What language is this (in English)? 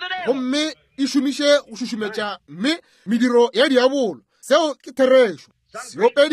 Northern Sotho